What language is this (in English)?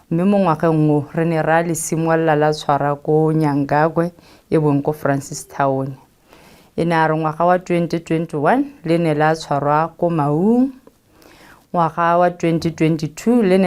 Tswana